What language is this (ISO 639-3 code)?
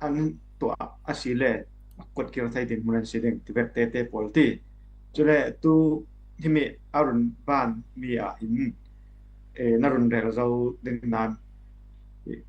cfm